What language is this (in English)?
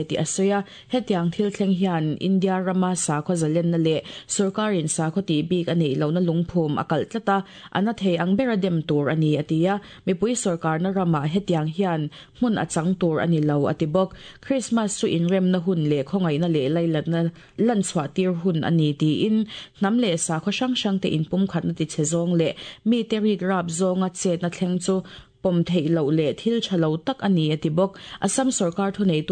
Mizo